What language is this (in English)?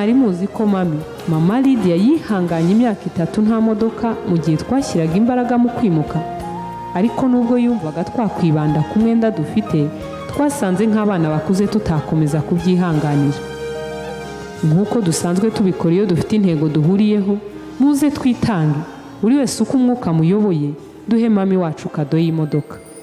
Kinyarwanda